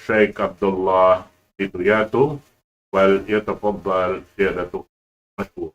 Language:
Tausug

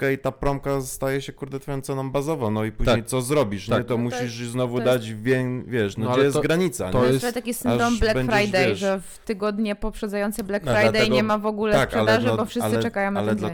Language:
Polish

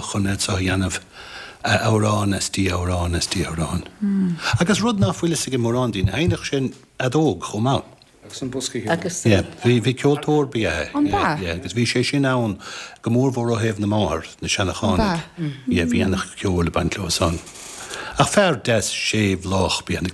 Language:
Irish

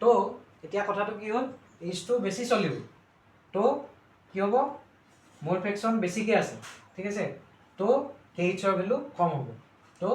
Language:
Assamese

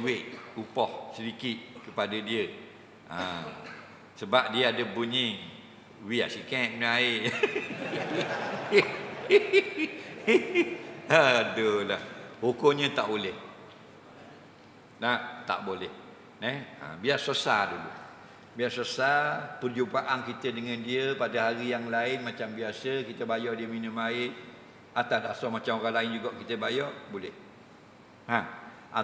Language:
Malay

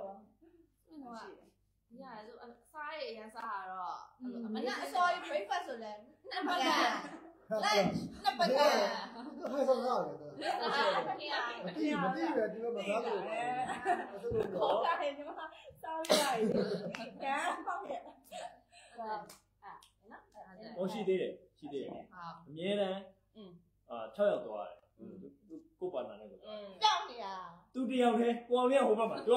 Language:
Burmese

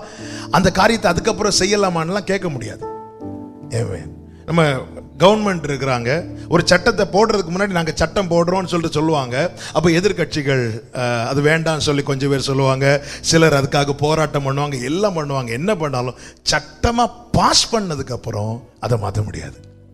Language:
Tamil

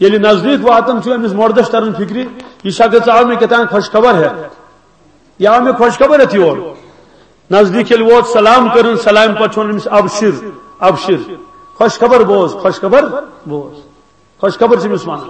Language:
Kashmiri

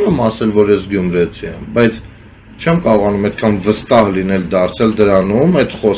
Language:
Armenian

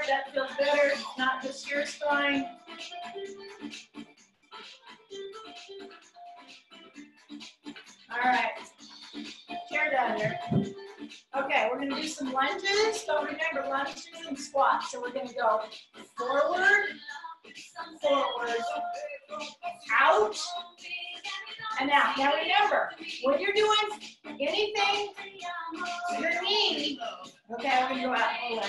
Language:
English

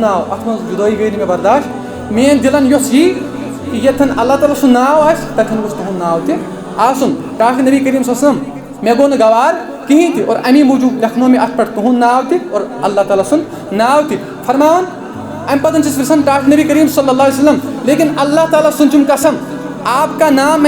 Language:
Kashmiri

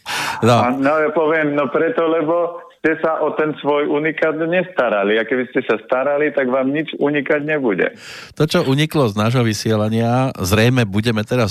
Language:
Slovak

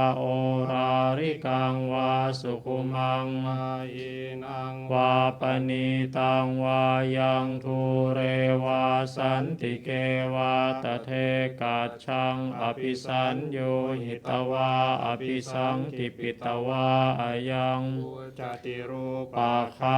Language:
Pali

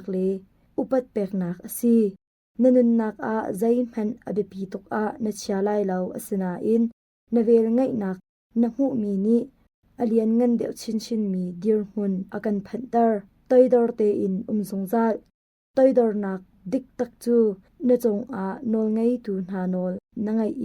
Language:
Hakha Chin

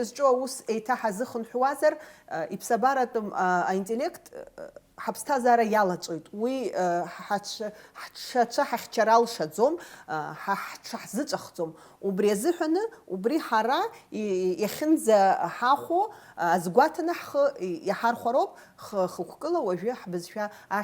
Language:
Abkhazian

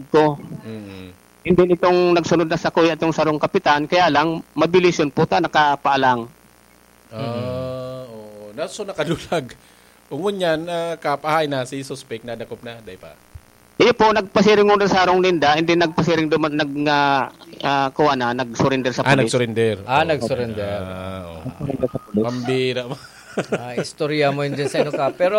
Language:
Bikol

